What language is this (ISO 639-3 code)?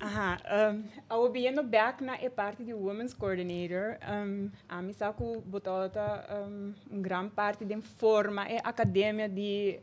pap